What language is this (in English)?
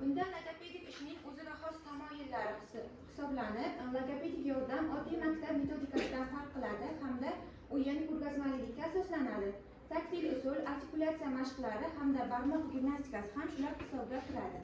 Uzbek